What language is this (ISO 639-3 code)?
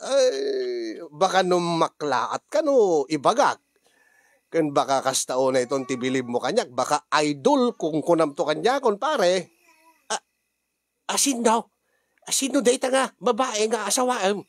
ilo